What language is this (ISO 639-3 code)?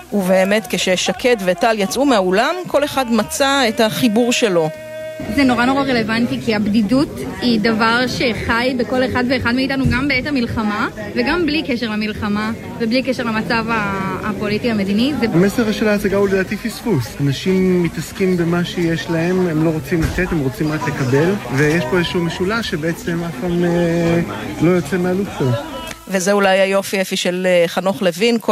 heb